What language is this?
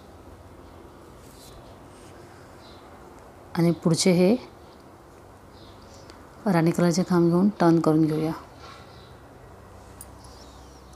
Marathi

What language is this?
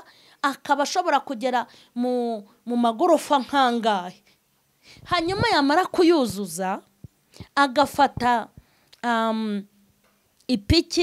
Kinyarwanda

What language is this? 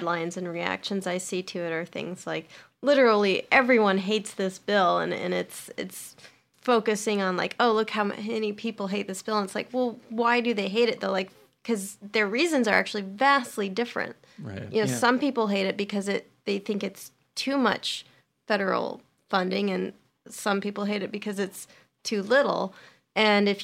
English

